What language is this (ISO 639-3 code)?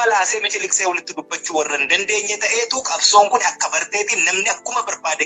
orm